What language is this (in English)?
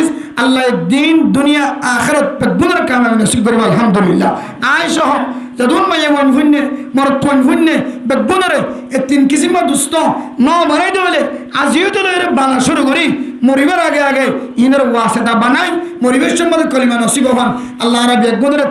Rohingya